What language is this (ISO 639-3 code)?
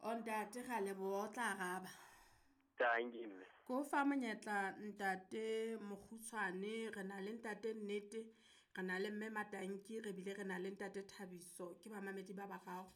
sot